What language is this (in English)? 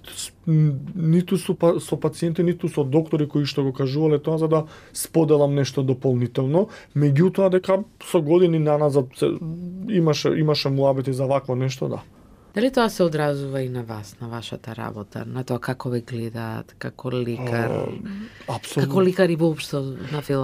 Macedonian